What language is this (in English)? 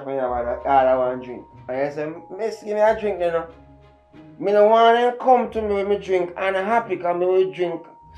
Jamaican Creole English